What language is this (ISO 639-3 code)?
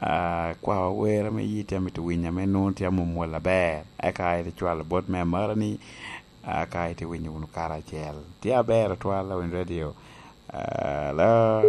laj